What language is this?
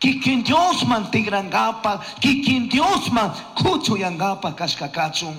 Chimborazo Highland Quichua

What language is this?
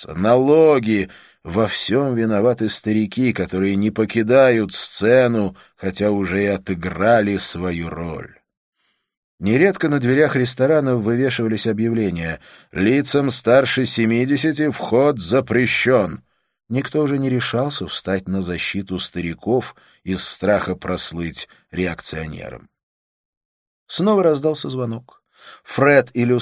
Russian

